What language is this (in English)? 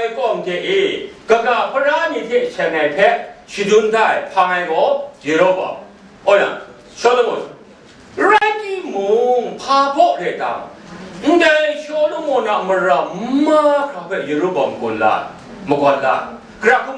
Kachin